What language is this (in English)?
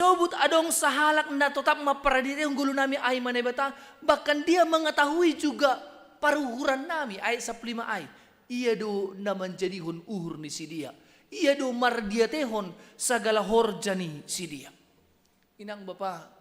Batak Simalungun